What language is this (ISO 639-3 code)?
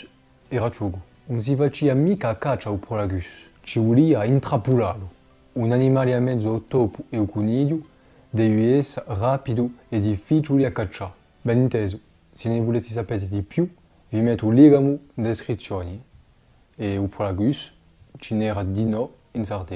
cos